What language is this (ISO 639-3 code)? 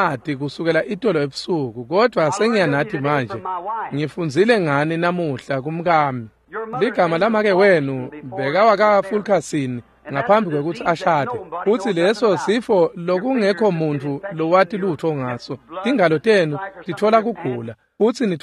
ssw